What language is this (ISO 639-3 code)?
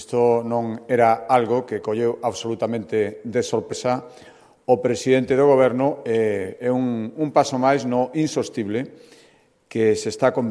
glg